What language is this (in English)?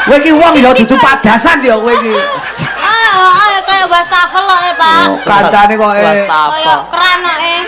Javanese